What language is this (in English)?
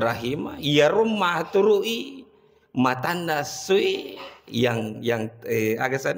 Buginese